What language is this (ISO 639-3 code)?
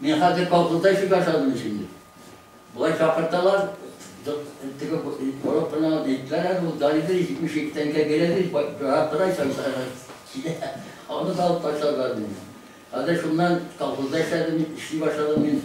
tat